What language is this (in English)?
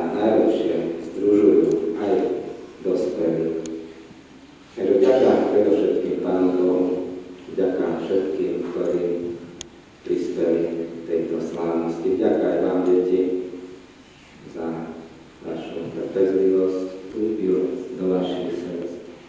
Slovak